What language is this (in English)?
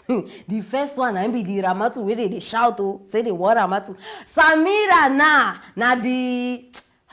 Nigerian Pidgin